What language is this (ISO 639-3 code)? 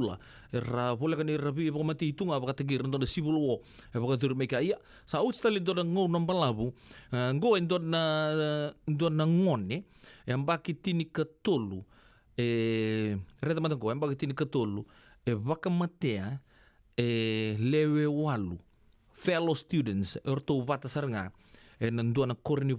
fij